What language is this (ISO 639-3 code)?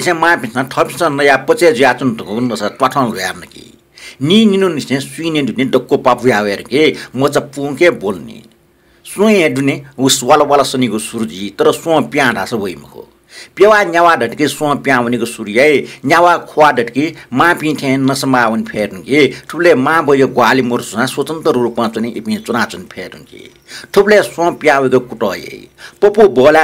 new